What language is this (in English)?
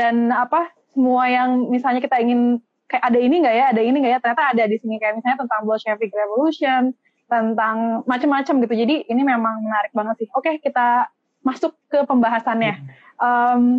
Indonesian